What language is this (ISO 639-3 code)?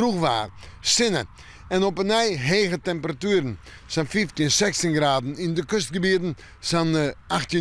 fry